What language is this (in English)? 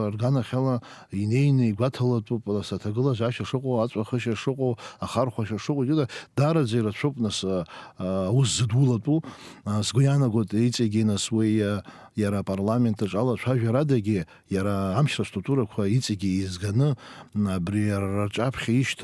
Abkhazian